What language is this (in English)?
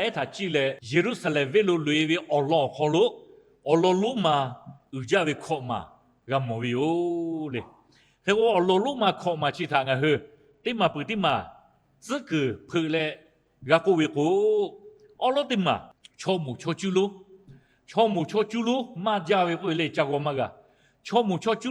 Lahu